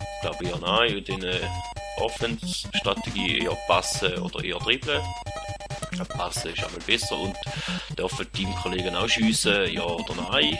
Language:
Swiss German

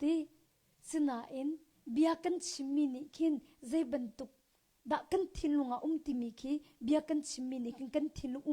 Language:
Hakha Chin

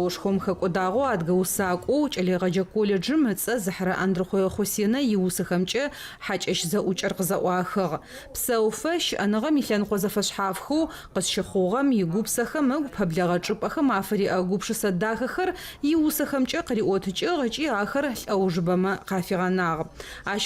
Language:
Adyghe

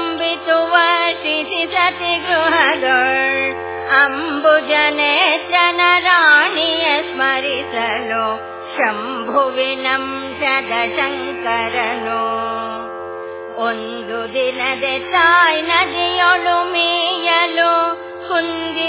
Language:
Kannada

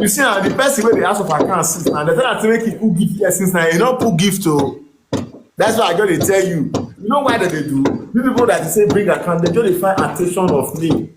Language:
Nigerian Pidgin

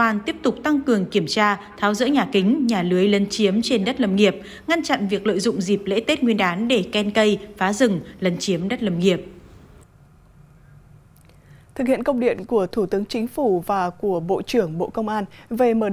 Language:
Vietnamese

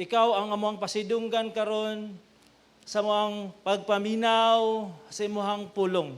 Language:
Cebuano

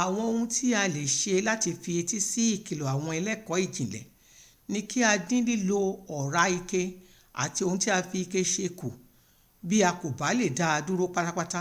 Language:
Yoruba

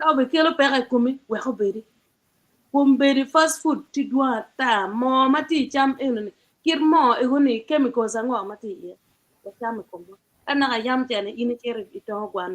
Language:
Acoli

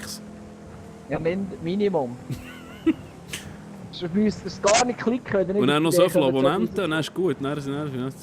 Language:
Swiss German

